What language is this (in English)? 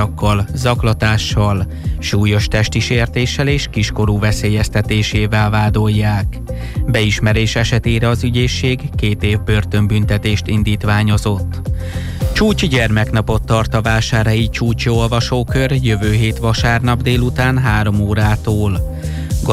Hungarian